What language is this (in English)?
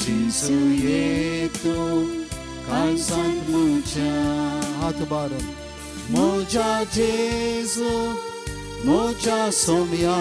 Konkani